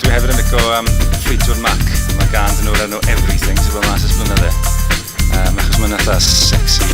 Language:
Welsh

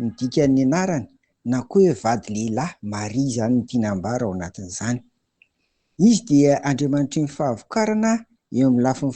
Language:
Malagasy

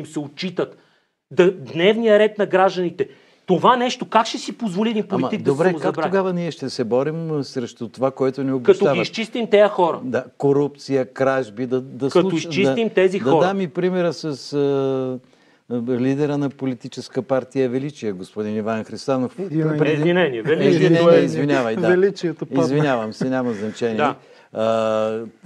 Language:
Bulgarian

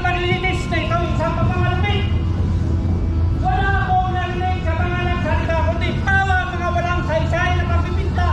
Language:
Filipino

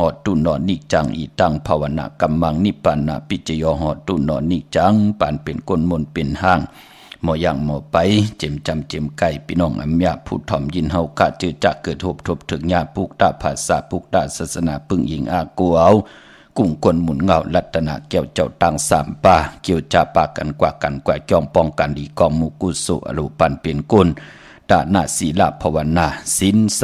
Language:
Shan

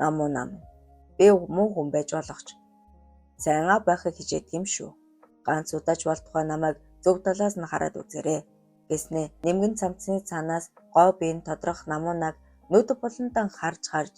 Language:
Mongolian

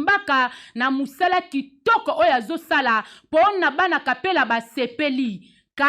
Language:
Lingala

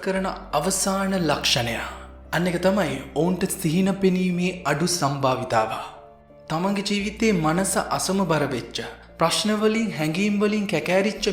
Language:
Sinhala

